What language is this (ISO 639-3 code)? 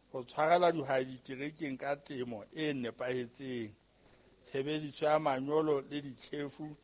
sot